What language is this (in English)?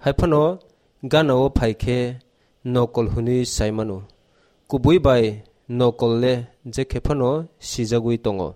Kok Borok